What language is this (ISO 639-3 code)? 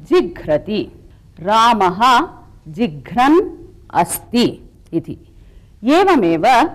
san